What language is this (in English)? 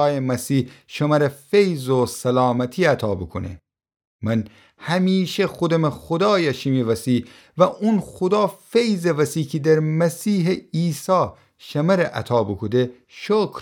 Gilaki